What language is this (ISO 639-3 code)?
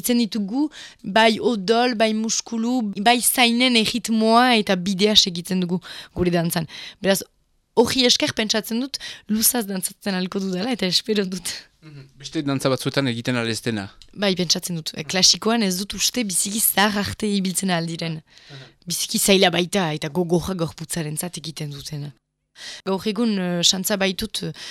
eus